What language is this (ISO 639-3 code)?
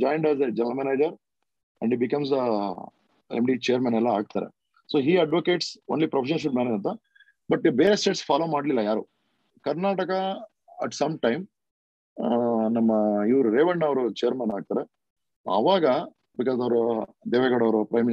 kan